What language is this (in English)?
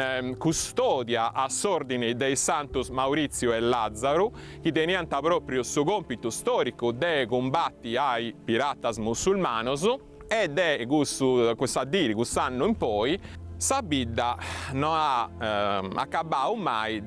Sardinian